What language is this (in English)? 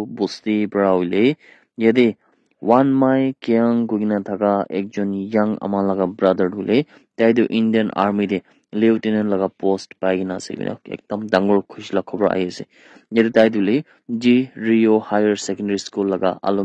Naga Pidgin